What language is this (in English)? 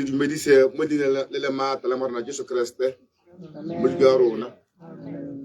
Tswana